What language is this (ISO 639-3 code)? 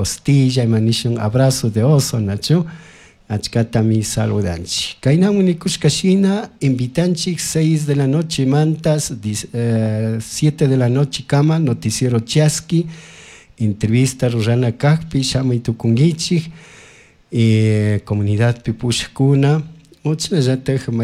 qug